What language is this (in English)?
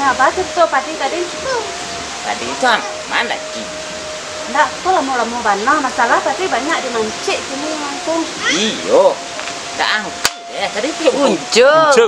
Minangkabau